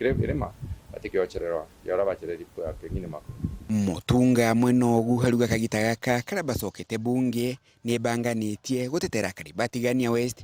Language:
Meru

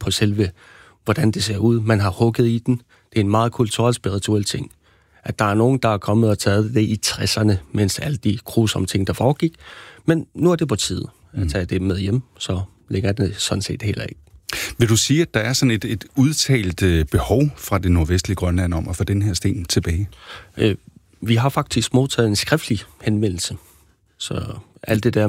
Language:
Danish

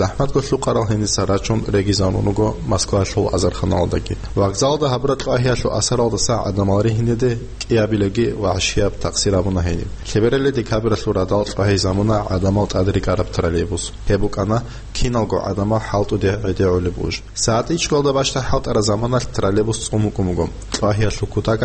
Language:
Avaric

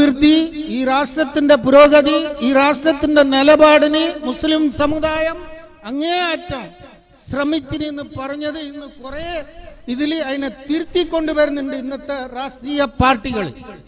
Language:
Malayalam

